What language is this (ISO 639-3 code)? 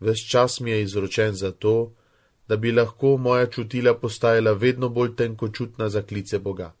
slv